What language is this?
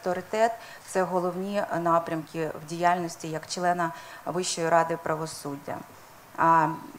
Ukrainian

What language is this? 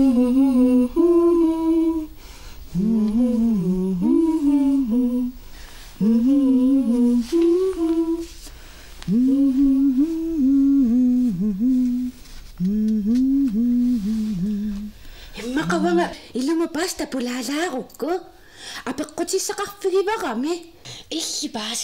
Kalaallisut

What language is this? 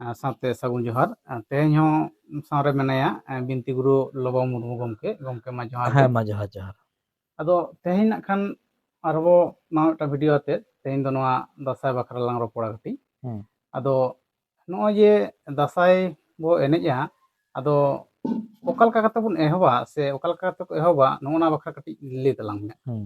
Santali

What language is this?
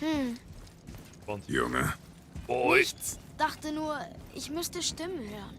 Bavarian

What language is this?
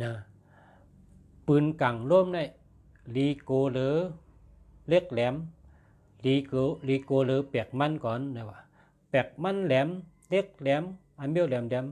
Shan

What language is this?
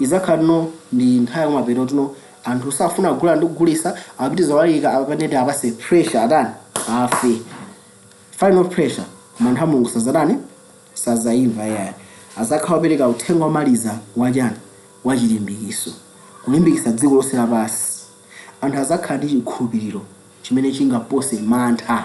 Nyanja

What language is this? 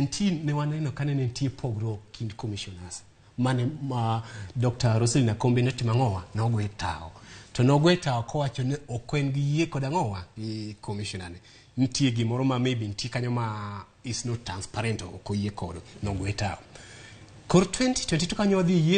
Luo (Kenya and Tanzania)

